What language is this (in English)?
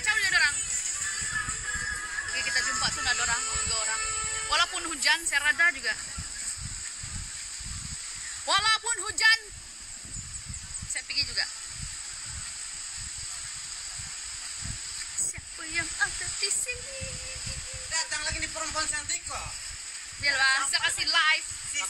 Malay